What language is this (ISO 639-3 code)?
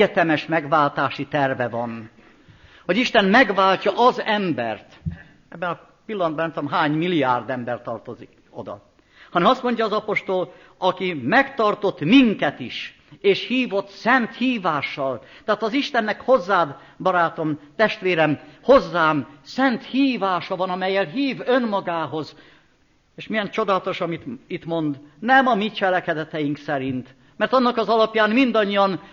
hun